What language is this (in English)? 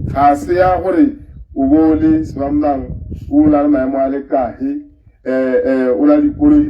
Tswana